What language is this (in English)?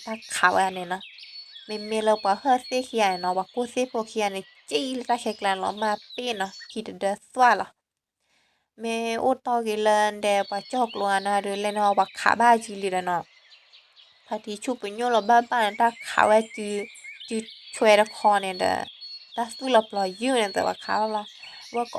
S'gaw Karen